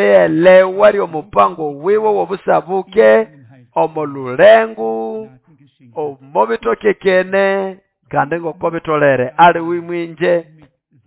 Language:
Nande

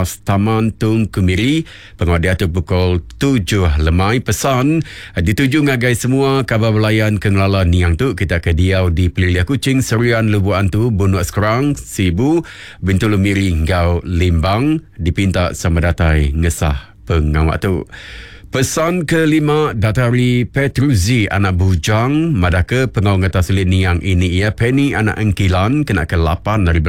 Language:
Iban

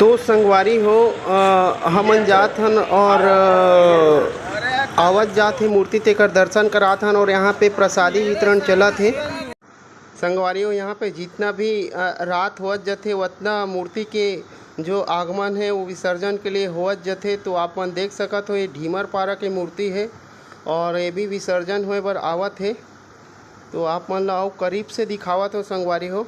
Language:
Chhattisgarhi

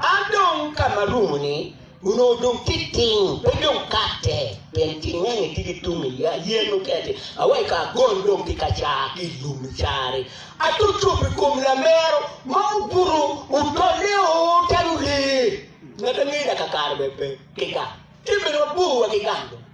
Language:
Acoli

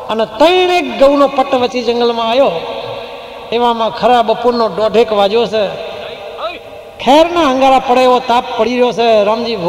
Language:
Gujarati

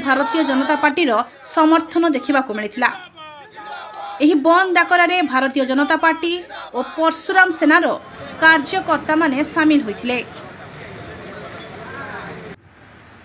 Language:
Odia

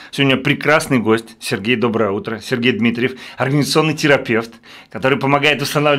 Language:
Russian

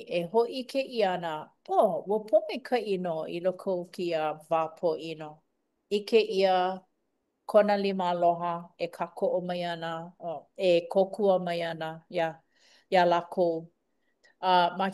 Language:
Hawaiian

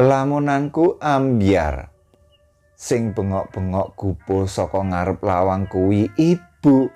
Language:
Javanese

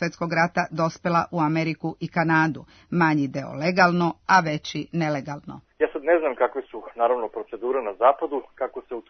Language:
Serbian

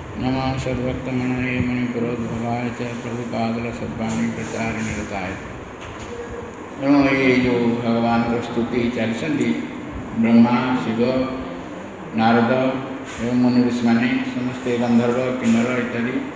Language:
Odia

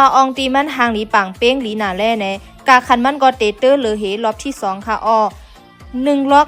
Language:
Shan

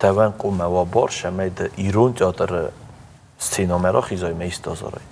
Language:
Ossetic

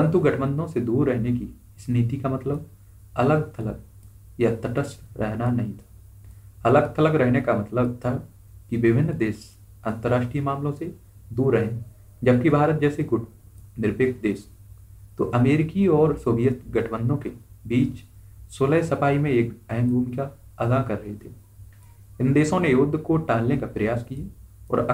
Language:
Hindi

